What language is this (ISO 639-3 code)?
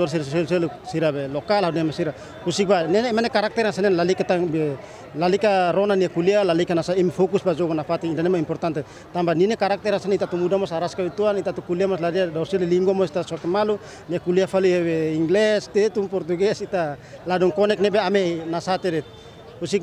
tet